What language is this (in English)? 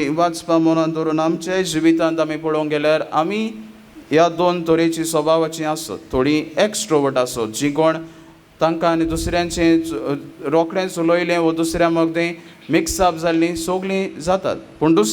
Konkani